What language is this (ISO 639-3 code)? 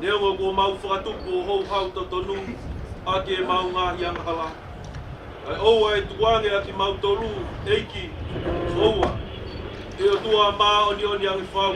ton